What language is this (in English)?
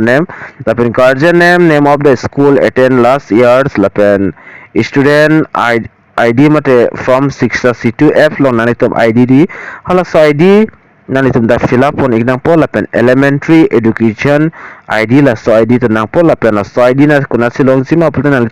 Karbi